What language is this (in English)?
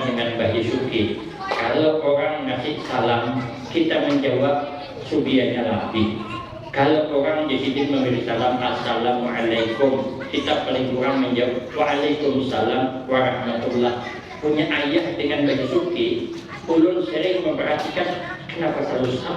Banjar